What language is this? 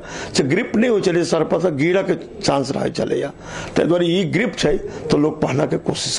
Maithili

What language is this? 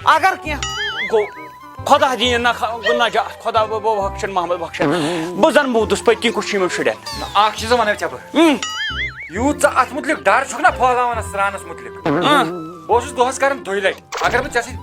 Kashmiri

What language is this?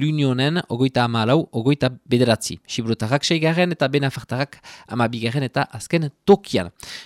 Basque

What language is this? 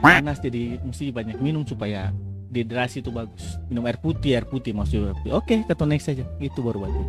Ambonese Malay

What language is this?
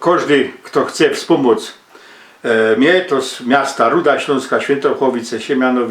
Silesian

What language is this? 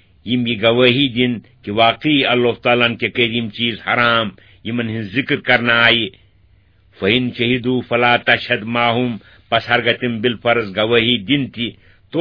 Kashmiri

